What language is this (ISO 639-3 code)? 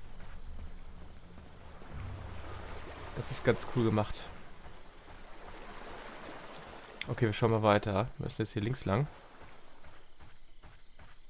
deu